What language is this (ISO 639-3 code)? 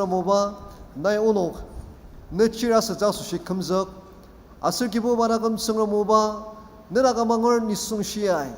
njo